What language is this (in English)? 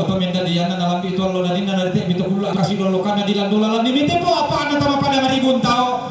Toraja-Sa'dan